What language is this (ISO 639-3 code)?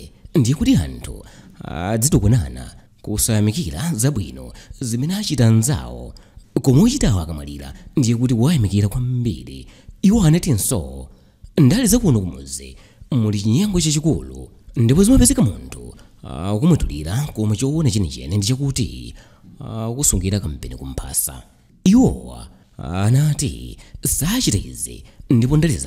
nya